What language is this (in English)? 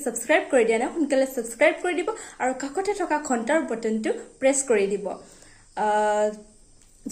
Assamese